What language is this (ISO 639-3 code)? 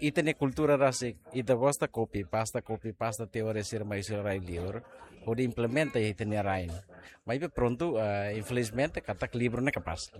tet